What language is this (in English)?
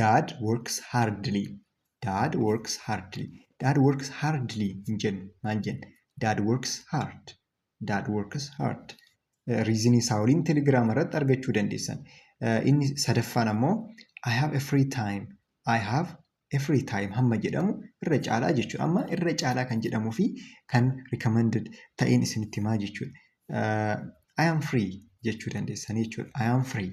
Oromo